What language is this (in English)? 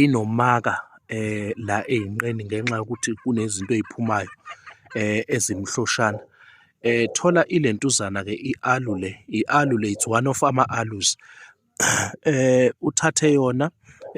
Zulu